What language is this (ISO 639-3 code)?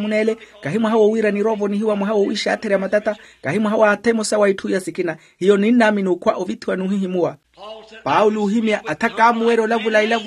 vmw